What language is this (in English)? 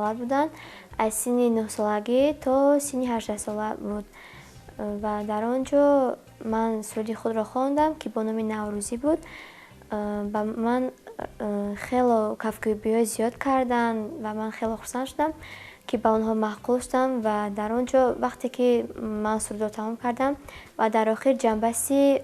Tajik